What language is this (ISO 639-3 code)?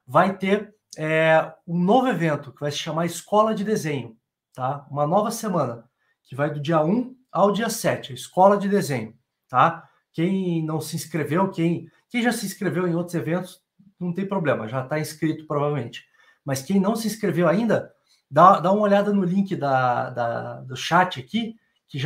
por